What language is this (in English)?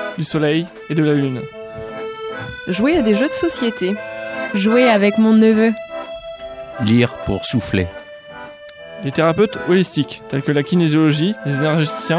French